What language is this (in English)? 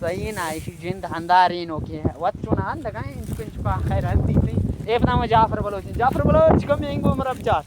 Baluchi